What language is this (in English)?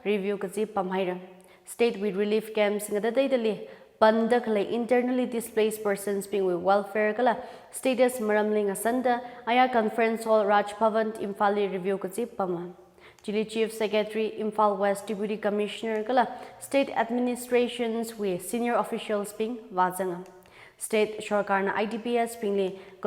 Tangkhul Naga (India)